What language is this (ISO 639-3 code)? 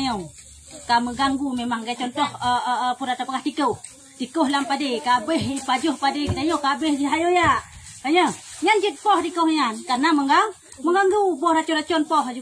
ace